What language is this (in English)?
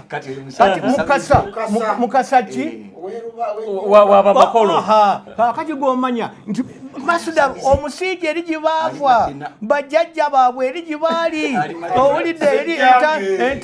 Ganda